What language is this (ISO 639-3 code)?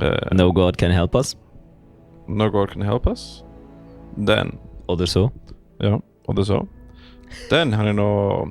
gsw